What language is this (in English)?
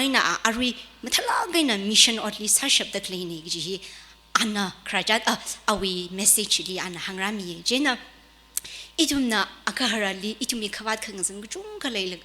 Tangkhul Naga (India)